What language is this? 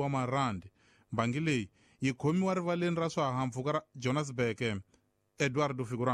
Tsonga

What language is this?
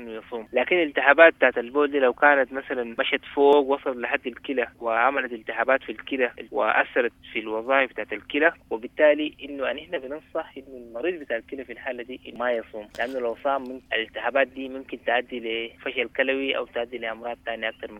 Sudanese Arabic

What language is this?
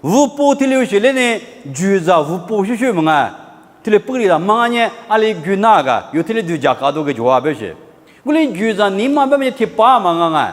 Lisu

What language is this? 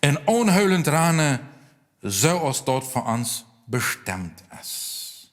Plautdietsch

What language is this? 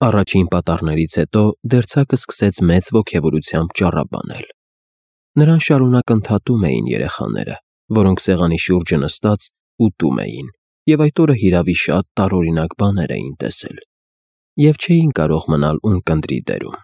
Armenian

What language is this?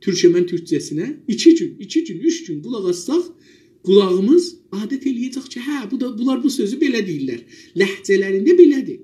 South Azerbaijani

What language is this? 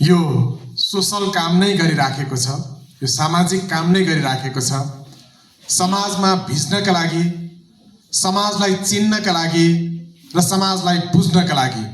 Nepali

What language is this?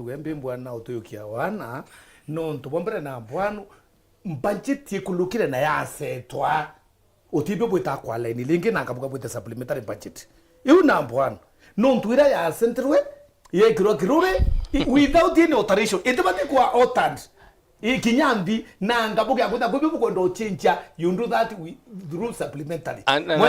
Meru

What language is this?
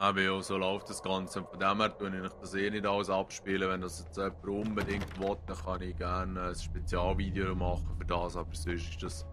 Swiss German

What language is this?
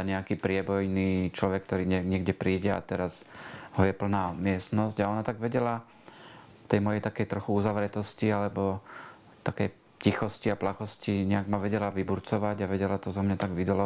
Slovak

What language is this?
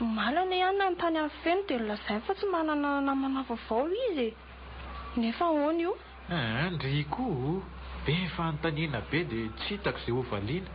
Malagasy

